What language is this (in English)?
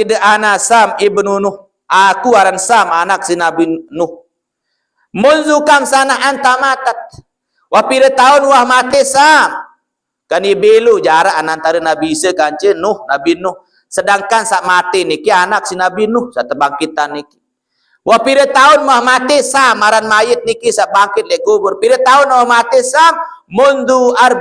Sasak